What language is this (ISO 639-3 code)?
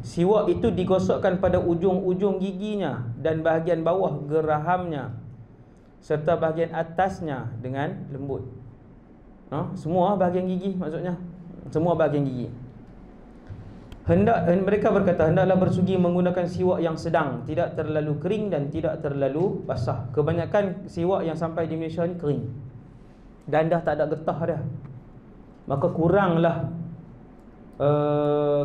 msa